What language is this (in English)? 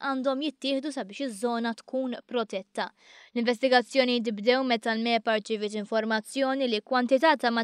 Maltese